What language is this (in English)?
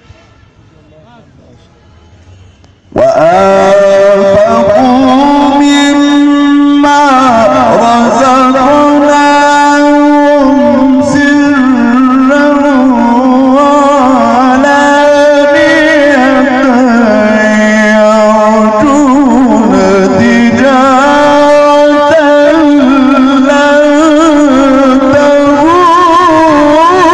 Arabic